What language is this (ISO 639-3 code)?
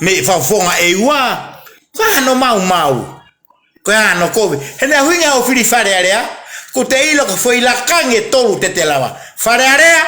ton